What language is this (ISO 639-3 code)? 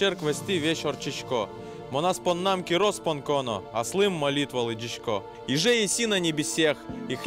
udm